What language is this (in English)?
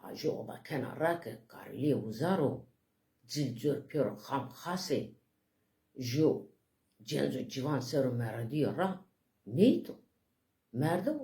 Zaza